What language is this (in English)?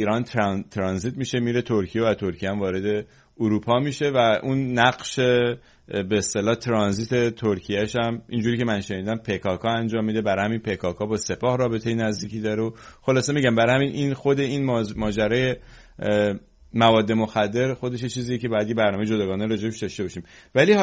Persian